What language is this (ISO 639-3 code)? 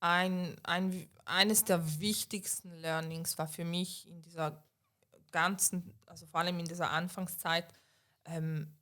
gsw